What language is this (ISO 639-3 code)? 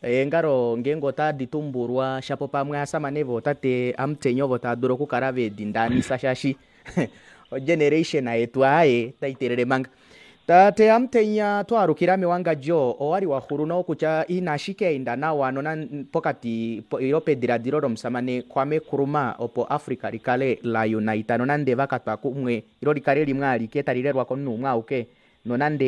kua